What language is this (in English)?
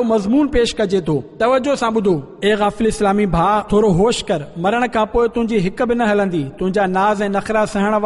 Sindhi